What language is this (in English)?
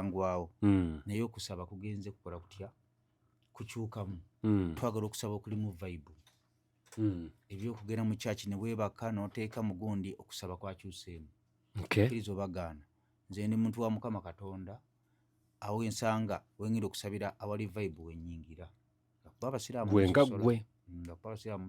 Ganda